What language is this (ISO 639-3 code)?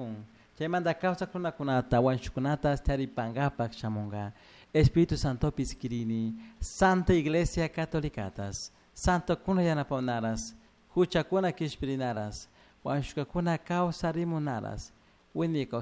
qug